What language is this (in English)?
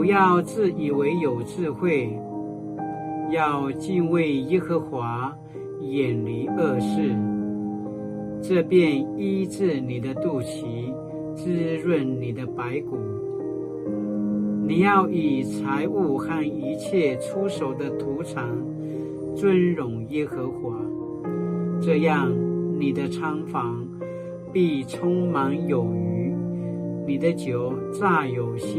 Paiwan